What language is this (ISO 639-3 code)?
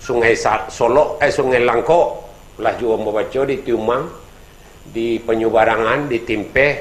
min